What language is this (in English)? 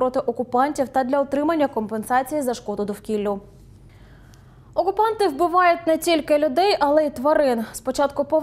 Ukrainian